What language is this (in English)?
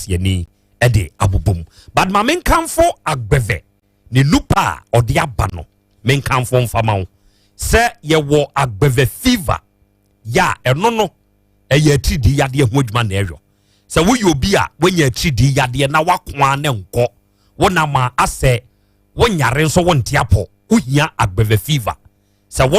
Akan